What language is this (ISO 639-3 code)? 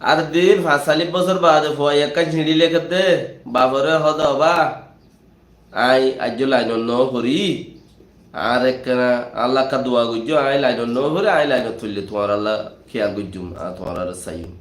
rhg